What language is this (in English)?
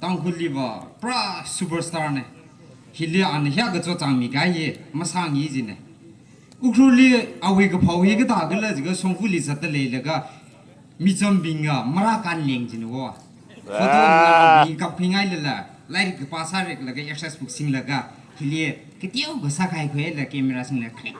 Tangkhul Naga (India)